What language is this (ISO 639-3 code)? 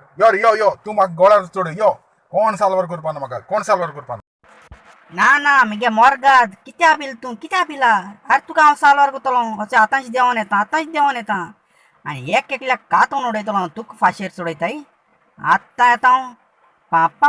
kok